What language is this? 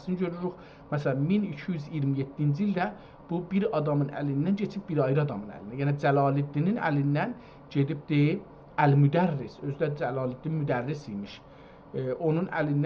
South Azerbaijani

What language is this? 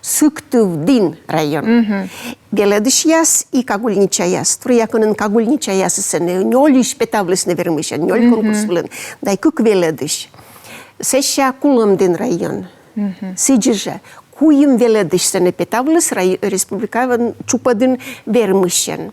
Komi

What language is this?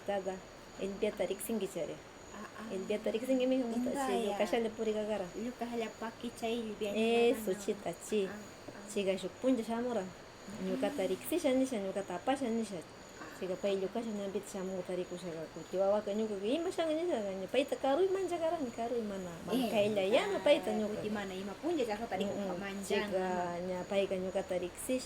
Northern Pastaza Quichua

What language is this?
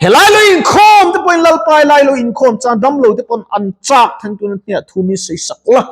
Mizo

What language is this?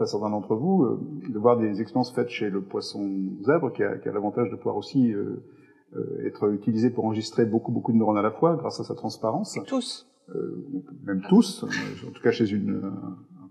French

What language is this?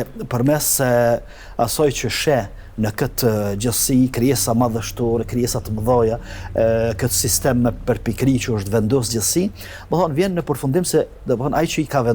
Albanian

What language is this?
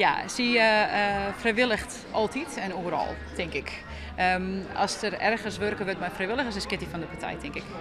Western Frisian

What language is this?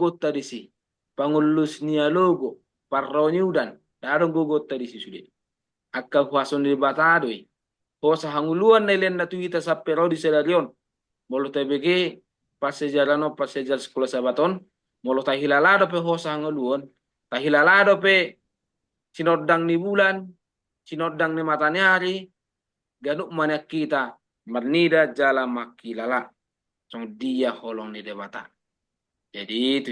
Batak Toba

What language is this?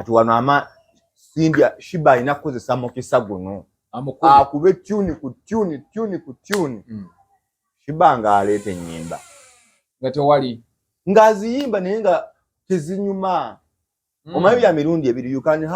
Ganda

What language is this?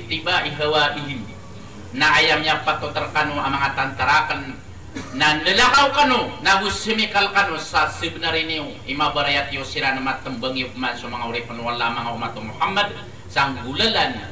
Maranao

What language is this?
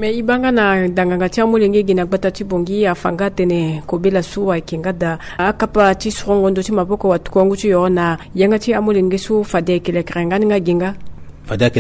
Sango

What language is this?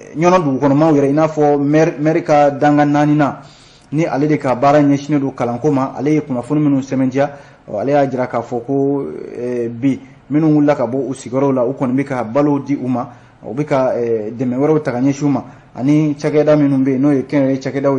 Bambara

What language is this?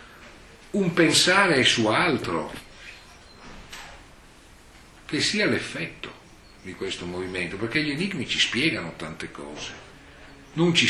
Italian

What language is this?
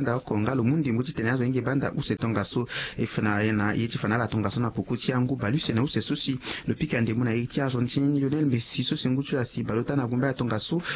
Sango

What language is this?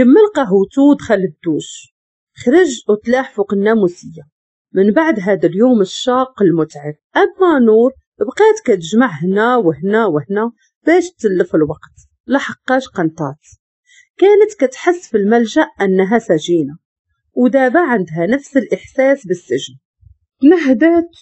Moroccan Arabic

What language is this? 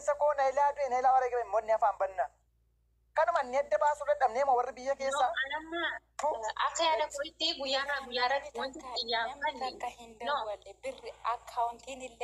Oromo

